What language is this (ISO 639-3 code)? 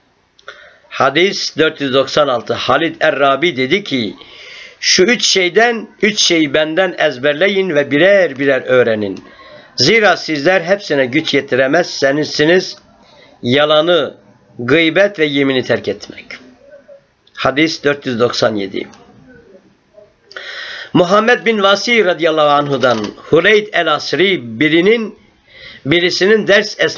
tur